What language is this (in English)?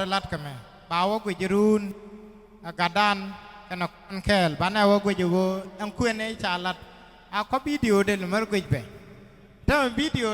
Nuer